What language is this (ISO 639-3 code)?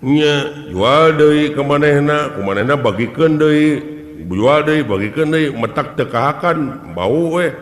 sun